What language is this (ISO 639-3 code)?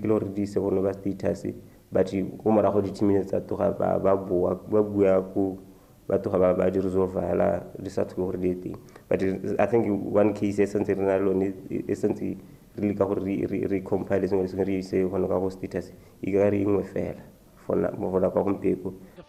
tsn